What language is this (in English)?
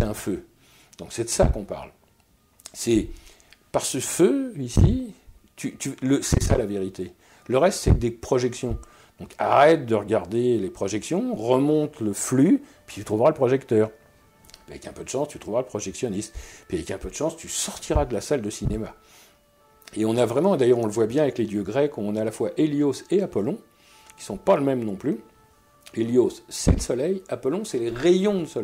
French